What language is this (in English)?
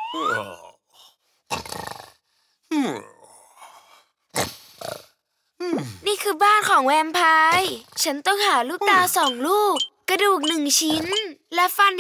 Thai